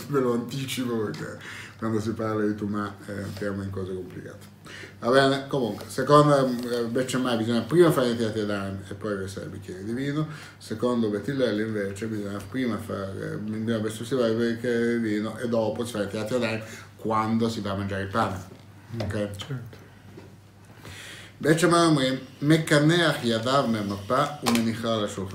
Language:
Italian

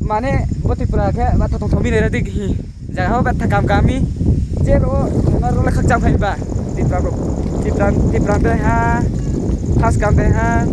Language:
Riang (India)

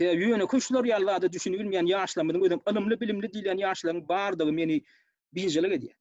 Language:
Turkmen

